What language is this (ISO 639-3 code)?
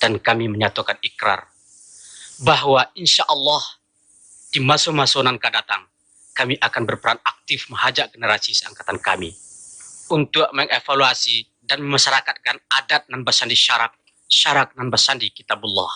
min